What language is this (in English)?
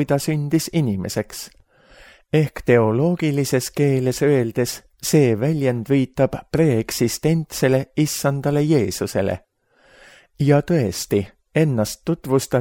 Estonian